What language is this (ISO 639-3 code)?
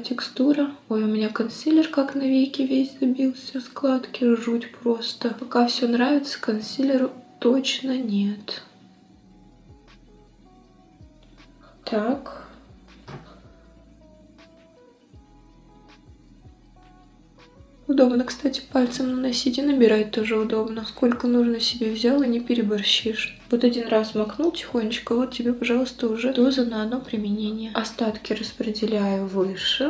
rus